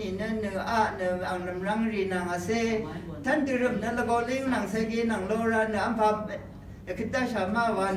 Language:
Rawang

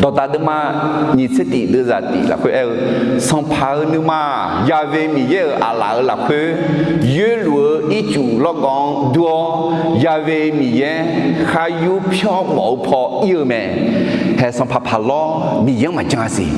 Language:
Akha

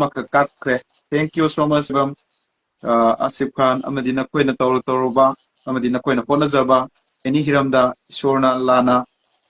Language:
Manipuri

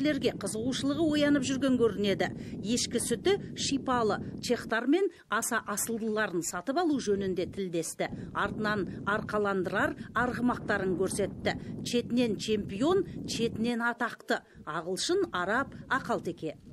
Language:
Kazakh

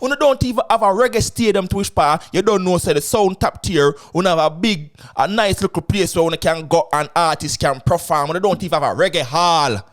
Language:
Jamaican Creole English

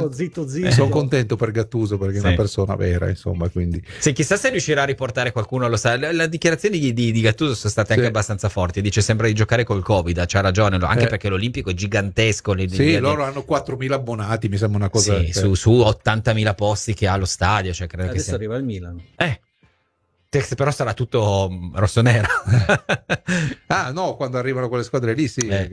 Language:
Italian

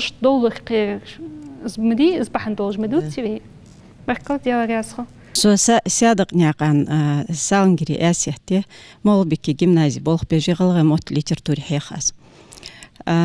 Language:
Ingush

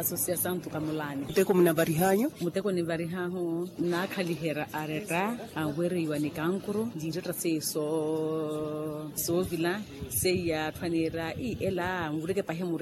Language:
Makhuwa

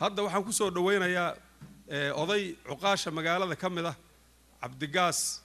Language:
Somali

